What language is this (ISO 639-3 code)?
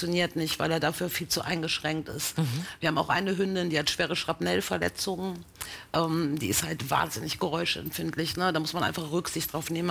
deu